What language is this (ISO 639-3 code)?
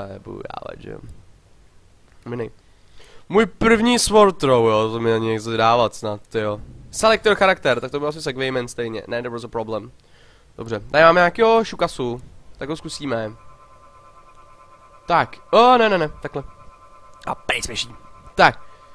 ces